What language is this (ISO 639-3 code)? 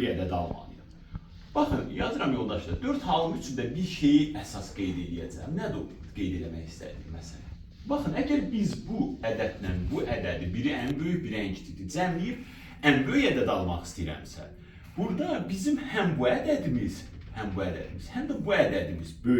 aze